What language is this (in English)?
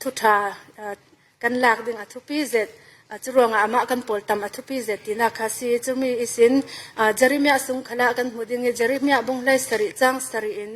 Falam Chin